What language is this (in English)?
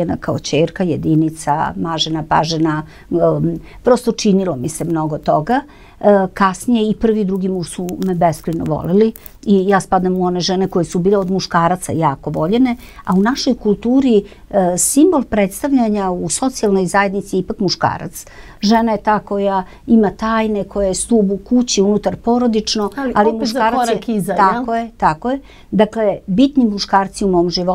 Serbian